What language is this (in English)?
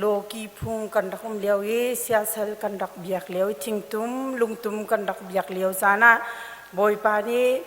Hakha Chin